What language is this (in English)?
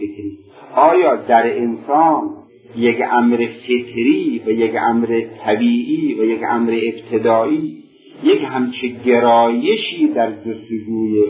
Persian